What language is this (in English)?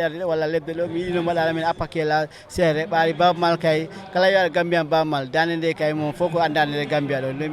Fula